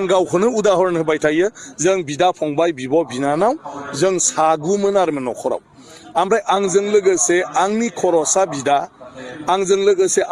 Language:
Bodo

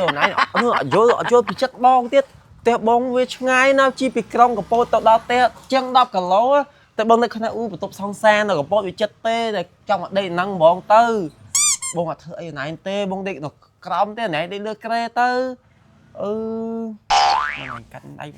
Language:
Khmer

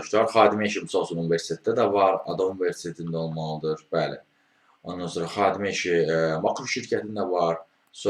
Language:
Azerbaijani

